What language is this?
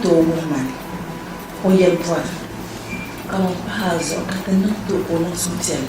Dagbani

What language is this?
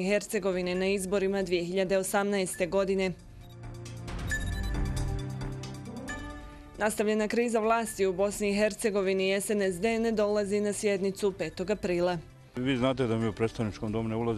Bosnian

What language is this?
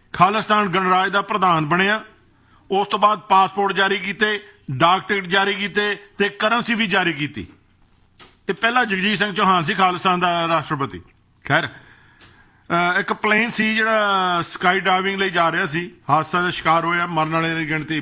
Punjabi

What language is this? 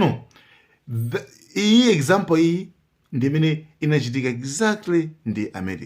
Nyanja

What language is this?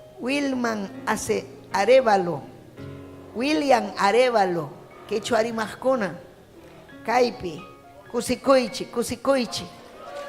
Ayacucho Quechua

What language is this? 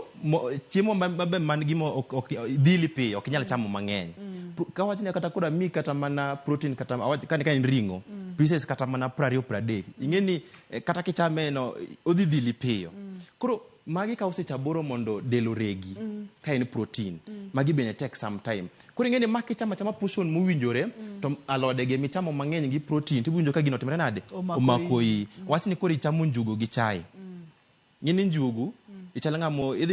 Luo (Kenya and Tanzania)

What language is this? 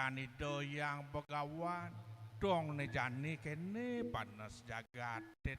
Balinese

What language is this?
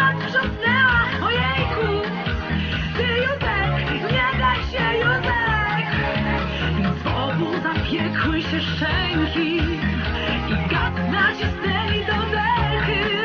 Polish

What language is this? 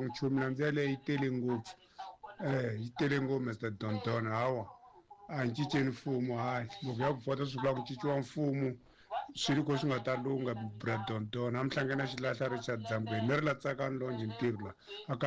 Tsonga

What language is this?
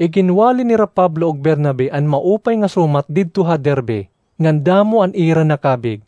Waray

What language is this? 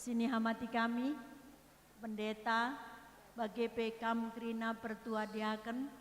Batak Karo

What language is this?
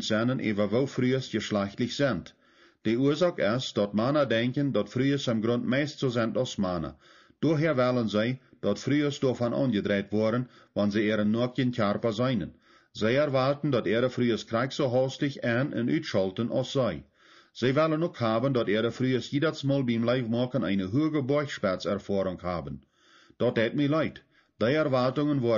Plautdietsch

